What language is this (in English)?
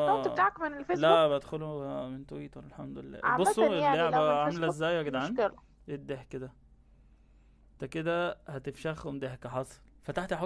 Egyptian Arabic